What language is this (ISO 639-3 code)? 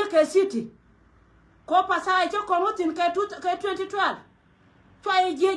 nus